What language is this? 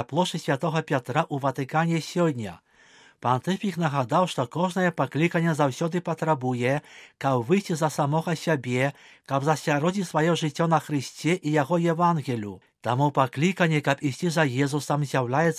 Belarusian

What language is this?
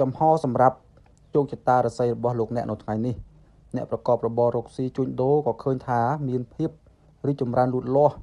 Khmer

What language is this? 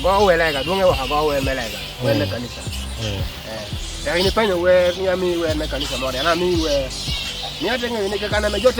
Acoli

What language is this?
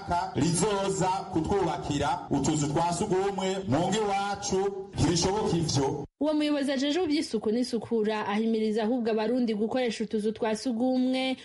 Rundi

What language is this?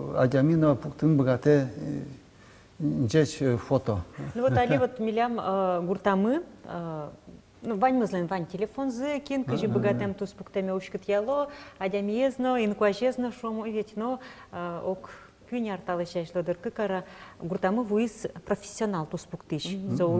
Udmurt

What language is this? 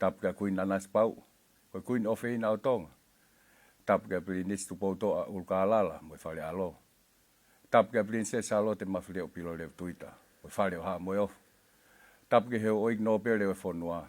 Tongan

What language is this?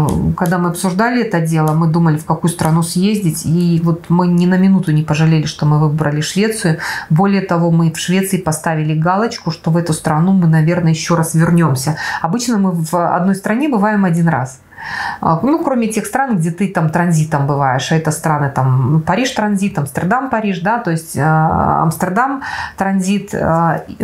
Russian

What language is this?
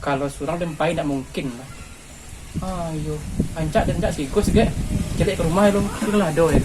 Minangkabau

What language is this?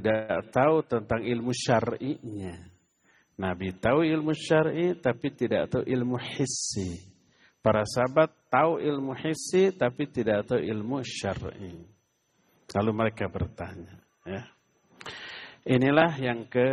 Indonesian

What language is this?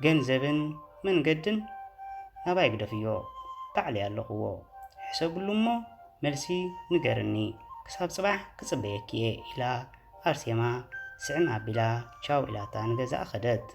Tigrinya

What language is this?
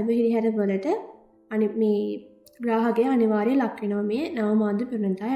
Sinhala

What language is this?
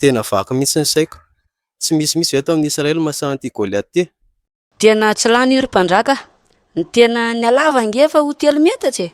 Malagasy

